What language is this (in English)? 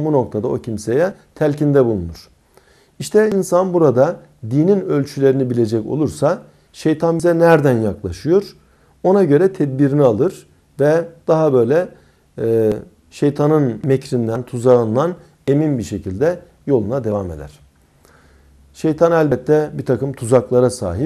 Turkish